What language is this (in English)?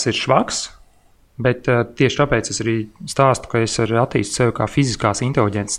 Latvian